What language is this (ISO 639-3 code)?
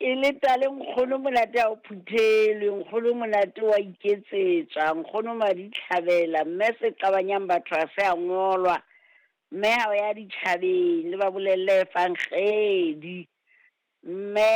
sot